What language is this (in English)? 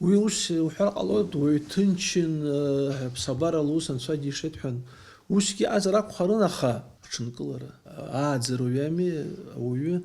Abkhazian